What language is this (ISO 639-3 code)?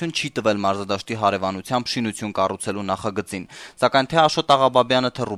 hye